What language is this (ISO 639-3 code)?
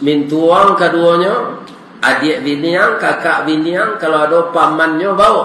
min